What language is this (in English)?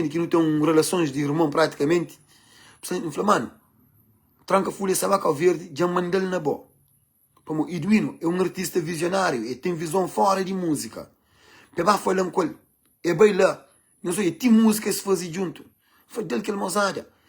Kabuverdianu